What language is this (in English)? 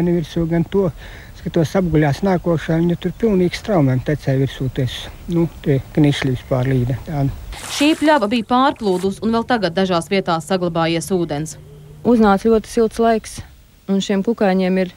Latvian